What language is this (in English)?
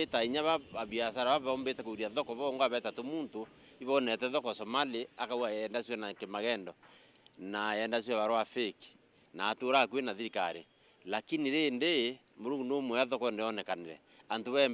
Meru